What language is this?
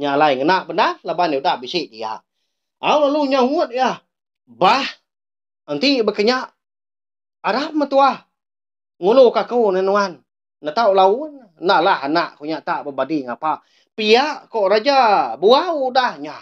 Iban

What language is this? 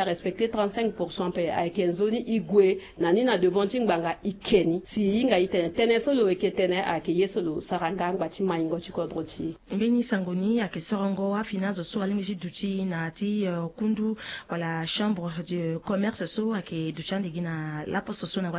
Sango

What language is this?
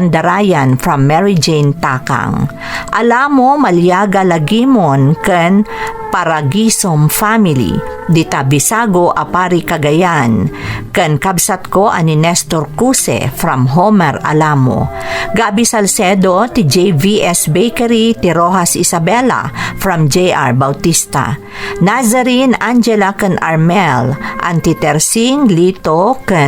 Iloko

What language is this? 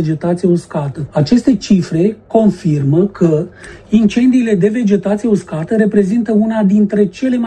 Romanian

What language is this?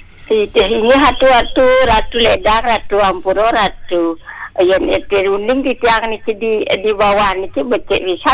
Balinese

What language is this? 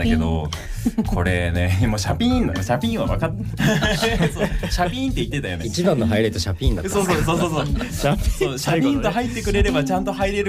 Japanese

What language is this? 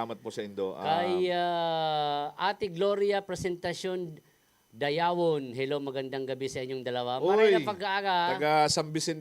Bikol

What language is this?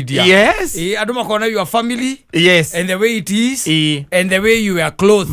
Kikuyu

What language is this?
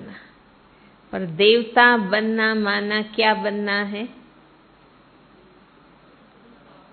Hindi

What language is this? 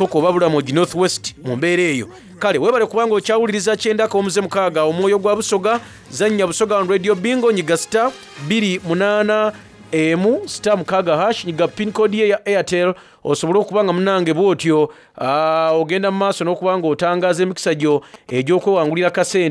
Soga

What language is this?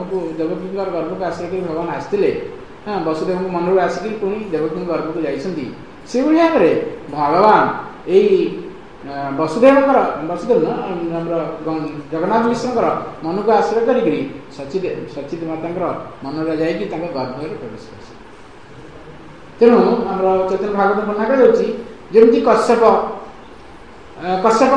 Odia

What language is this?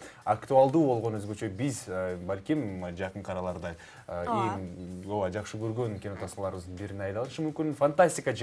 Kyrgyz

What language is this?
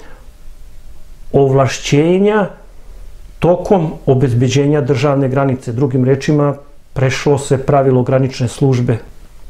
Serbian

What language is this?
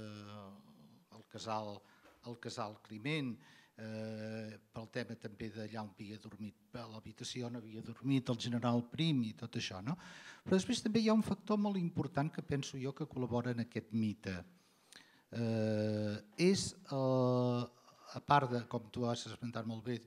Catalan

